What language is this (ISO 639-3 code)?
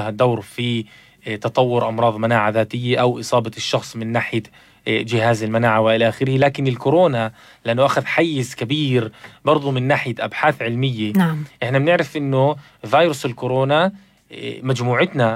apc